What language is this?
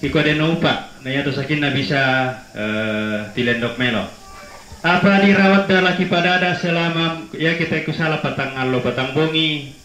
Toraja-Sa'dan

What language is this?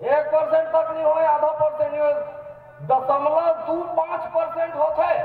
Chhattisgarhi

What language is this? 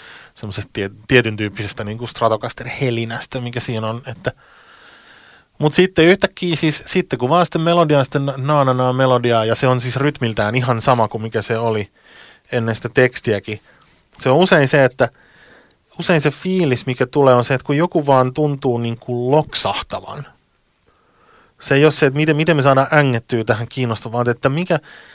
Finnish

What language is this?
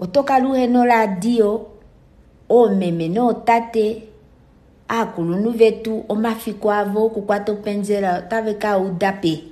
Kuanyama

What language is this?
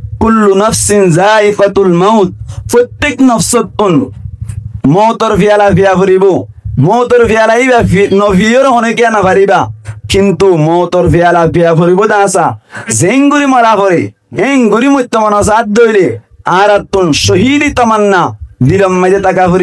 Rohingya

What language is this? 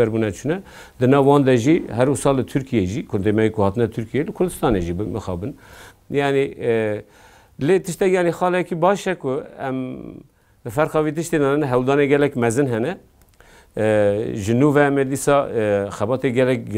Kurdish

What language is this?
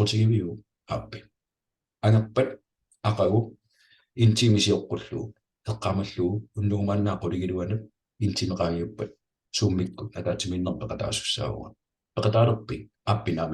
Kalaallisut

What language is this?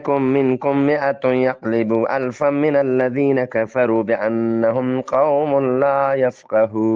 Eastern Balochi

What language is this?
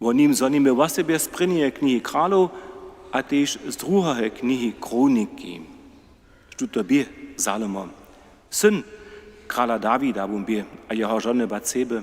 Upper Sorbian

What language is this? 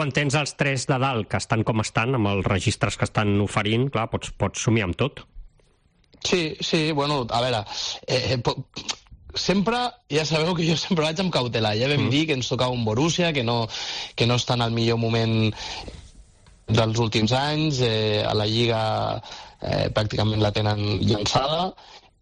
Catalan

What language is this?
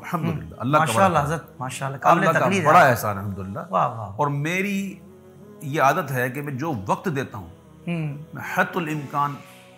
Urdu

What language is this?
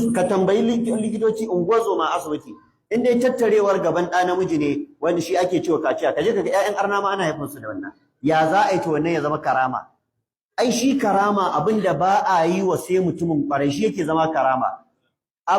Hausa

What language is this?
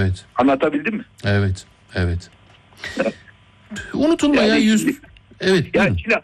Turkish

